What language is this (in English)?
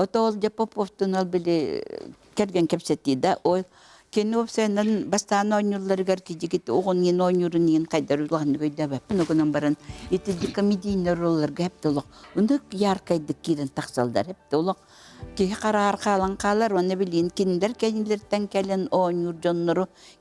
Yakut